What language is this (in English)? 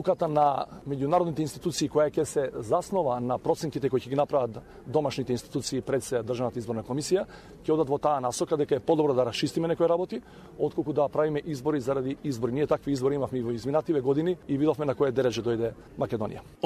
Macedonian